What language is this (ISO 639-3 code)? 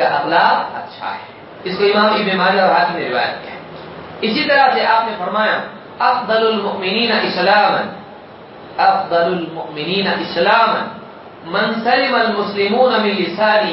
urd